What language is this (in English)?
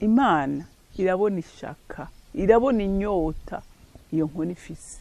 Rundi